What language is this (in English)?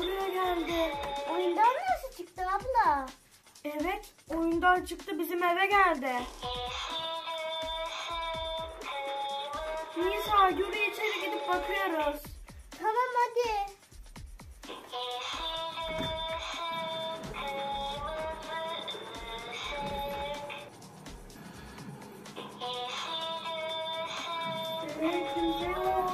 Turkish